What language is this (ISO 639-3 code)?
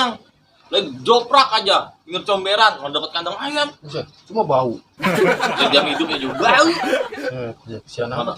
bew